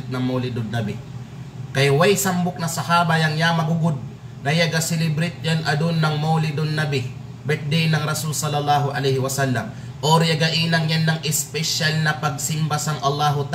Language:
Kalagan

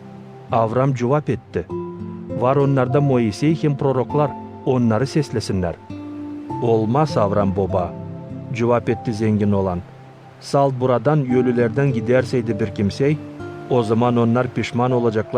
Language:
Gagauz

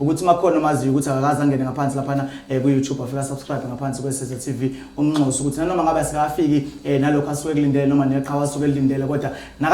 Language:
Zulu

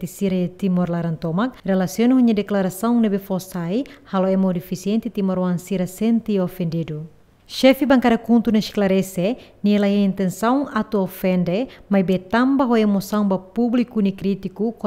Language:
Tetum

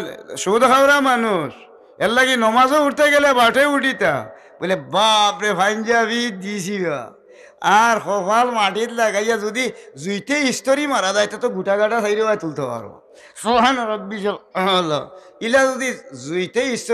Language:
Sylheti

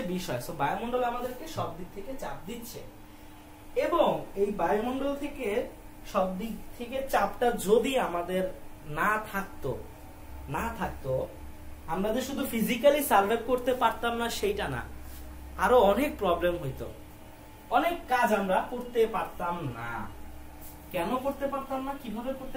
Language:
Bangla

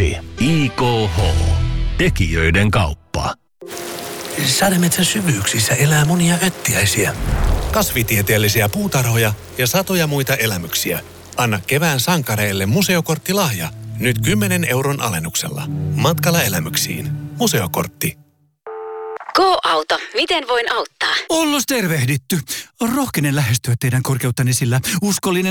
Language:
Finnish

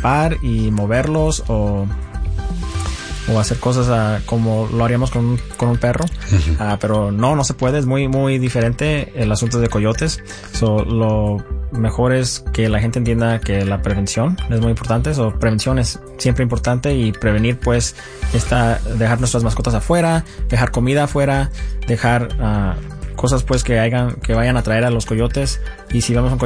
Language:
Spanish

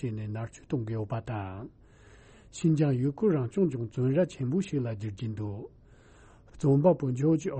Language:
Tibetan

